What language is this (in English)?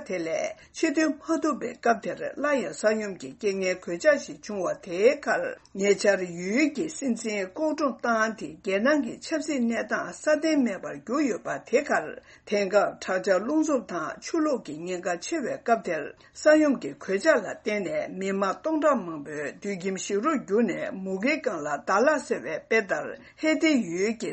Tibetan